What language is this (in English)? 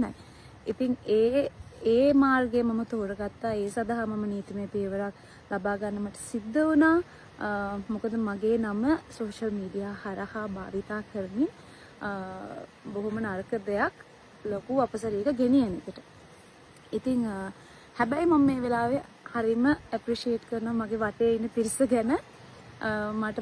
Sinhala